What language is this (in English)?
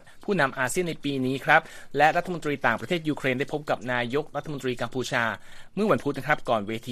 Thai